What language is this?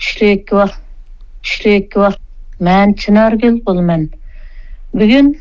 Uyghur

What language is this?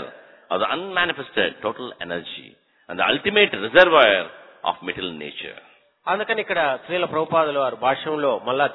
Telugu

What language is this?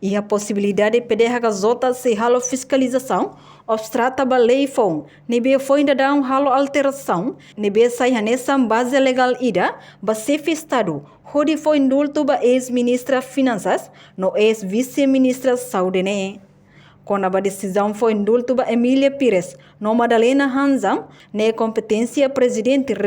Tetum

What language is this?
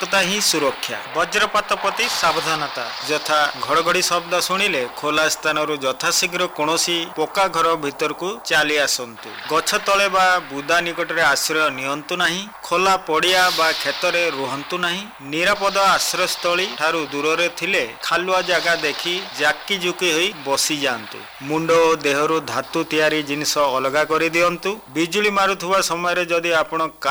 Odia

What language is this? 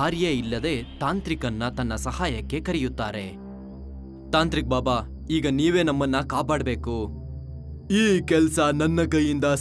Kannada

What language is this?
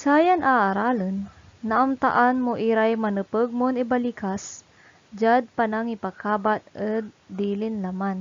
Pangasinan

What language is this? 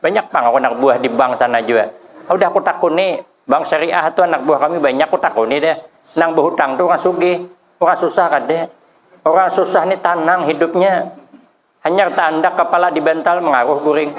Banjar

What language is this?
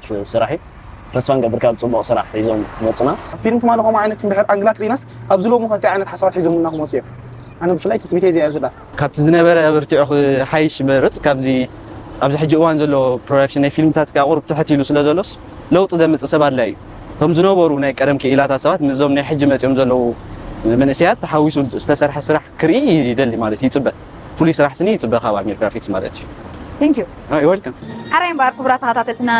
Tigrinya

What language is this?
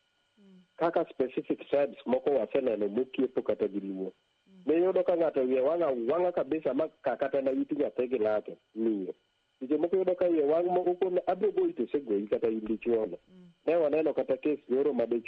Luo (Kenya and Tanzania)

